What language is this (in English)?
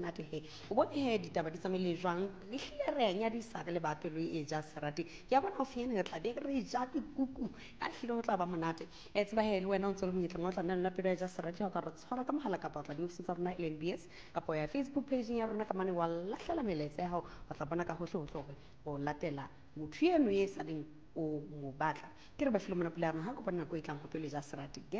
Southern Sotho